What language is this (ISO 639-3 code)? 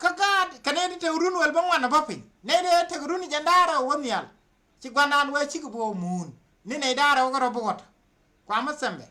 nus